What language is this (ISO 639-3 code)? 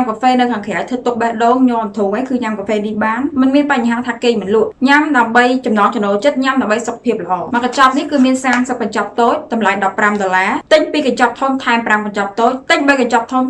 khm